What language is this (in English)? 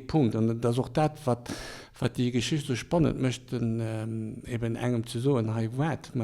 Luxembourgish